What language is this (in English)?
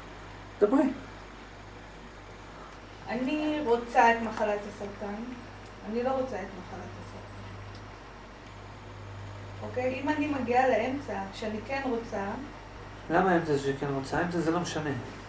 Hebrew